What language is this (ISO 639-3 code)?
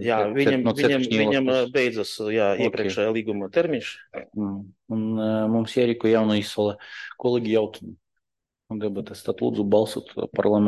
lav